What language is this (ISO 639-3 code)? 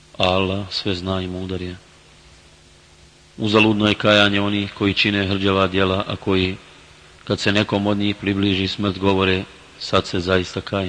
bos